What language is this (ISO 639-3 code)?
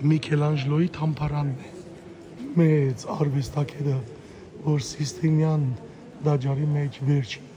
hyw